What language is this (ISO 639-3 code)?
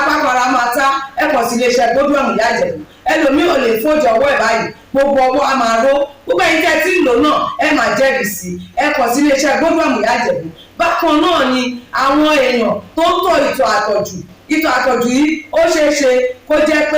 yor